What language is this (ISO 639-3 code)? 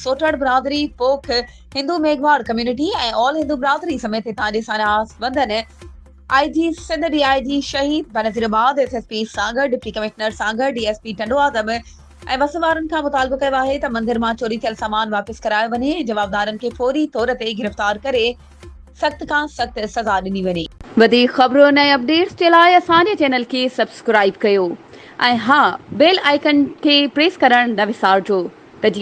snd